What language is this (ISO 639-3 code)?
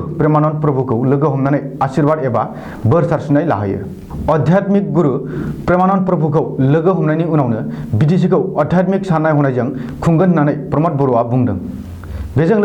brx